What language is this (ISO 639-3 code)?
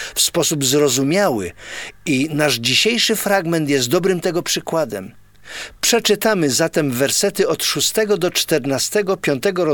pol